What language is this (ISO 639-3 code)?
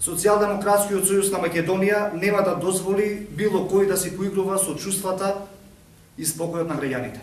mkd